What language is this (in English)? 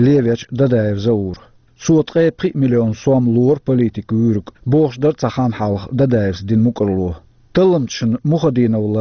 Chechen